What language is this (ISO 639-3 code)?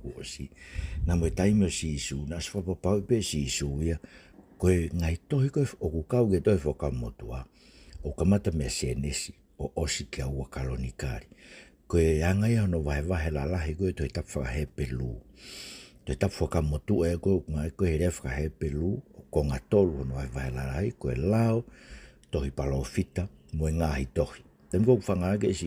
ton